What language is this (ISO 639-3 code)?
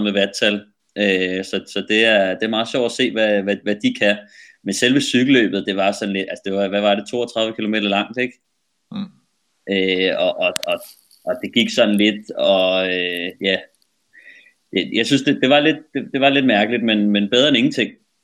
dan